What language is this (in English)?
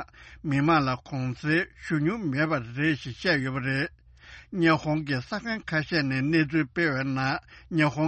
Tibetan